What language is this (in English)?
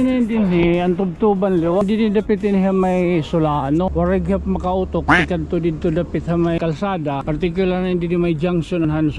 Waray